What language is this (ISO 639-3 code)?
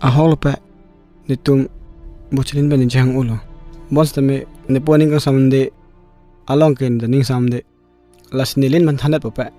mjw